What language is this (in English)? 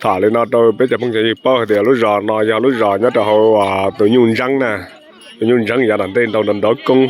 Hmong